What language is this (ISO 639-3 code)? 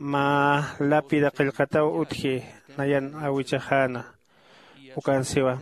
aym